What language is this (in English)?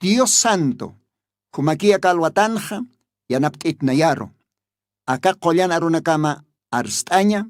Aymara